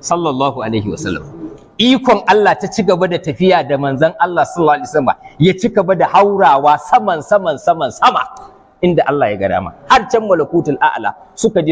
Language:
Hausa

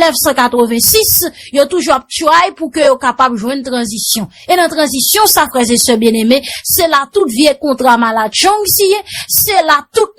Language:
Haitian Creole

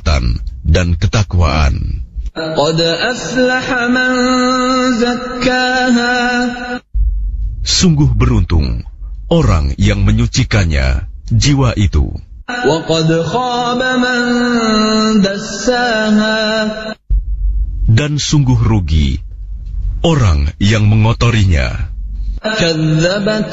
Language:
Indonesian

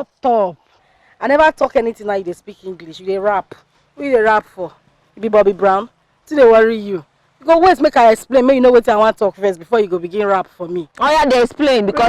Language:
Nigerian Pidgin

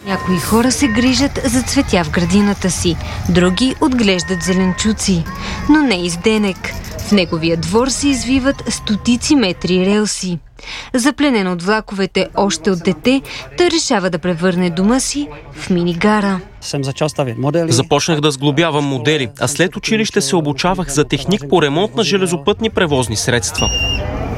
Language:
Bulgarian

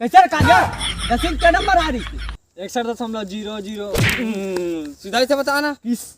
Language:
Chhattisgarhi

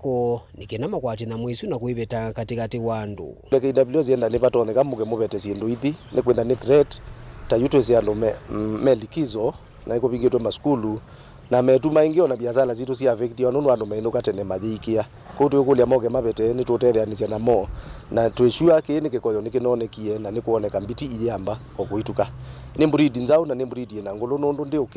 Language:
Kamba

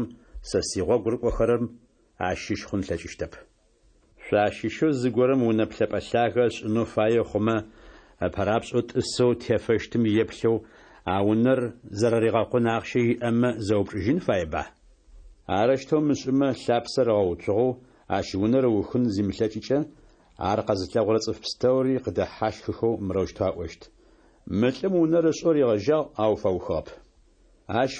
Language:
Kabardian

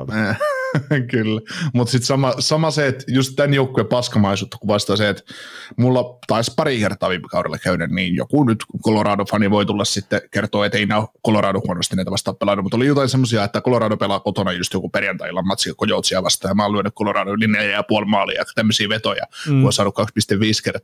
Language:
Finnish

